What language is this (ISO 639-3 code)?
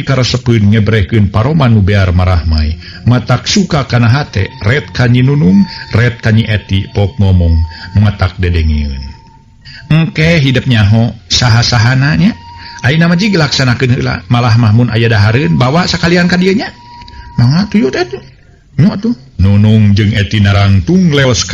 sun